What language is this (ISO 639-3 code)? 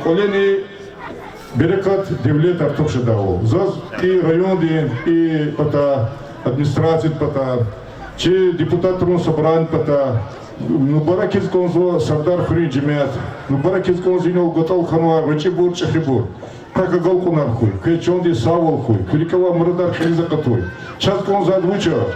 lez